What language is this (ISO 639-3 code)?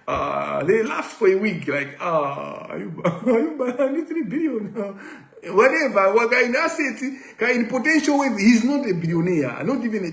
nya